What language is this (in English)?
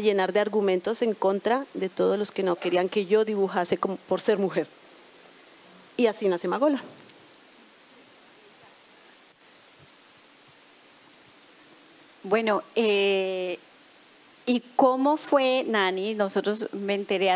Spanish